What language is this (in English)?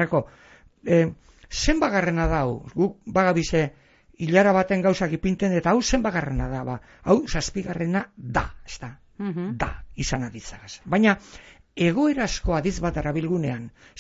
Basque